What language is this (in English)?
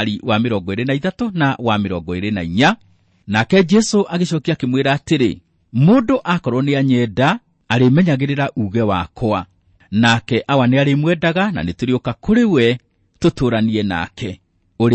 Kikuyu